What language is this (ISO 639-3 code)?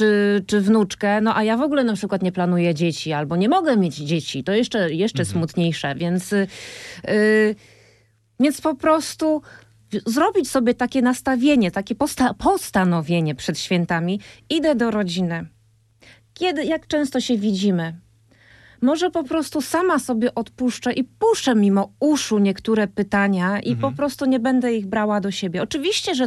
pol